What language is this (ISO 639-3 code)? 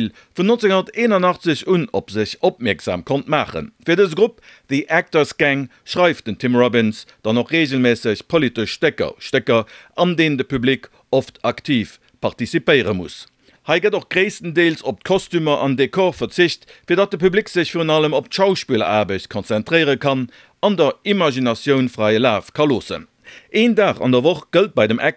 ltz